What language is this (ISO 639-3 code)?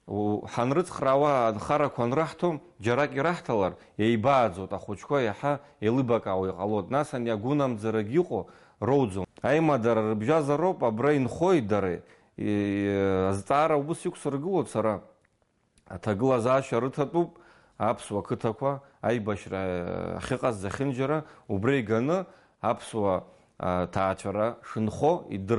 abk